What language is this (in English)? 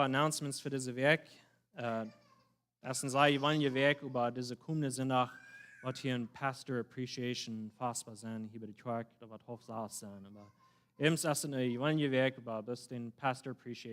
Plautdietsch